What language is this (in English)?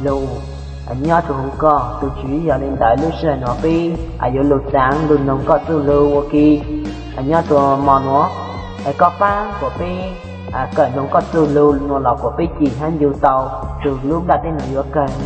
Hmong